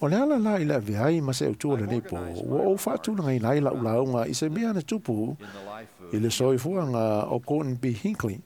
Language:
Samoan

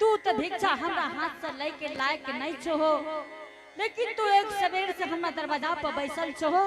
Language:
Angika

